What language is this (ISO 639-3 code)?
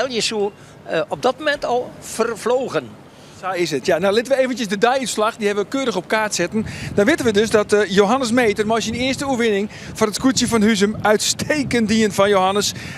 fry